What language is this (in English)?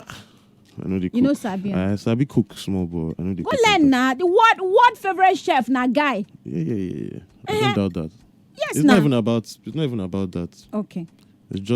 Nigerian Pidgin